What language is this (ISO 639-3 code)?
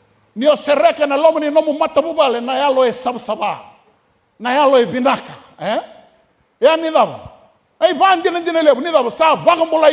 fij